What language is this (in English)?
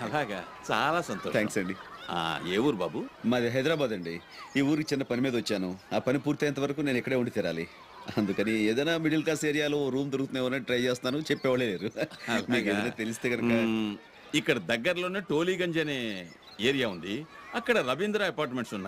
Telugu